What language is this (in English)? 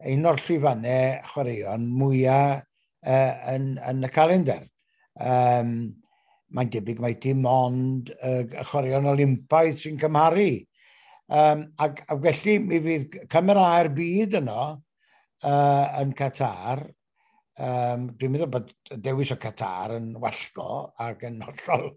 Welsh